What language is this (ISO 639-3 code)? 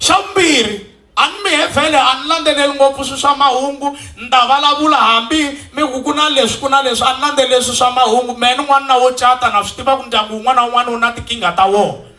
tso